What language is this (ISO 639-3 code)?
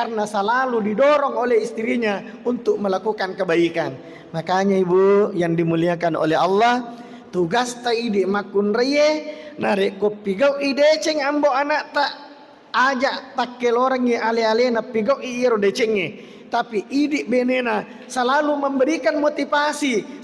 bug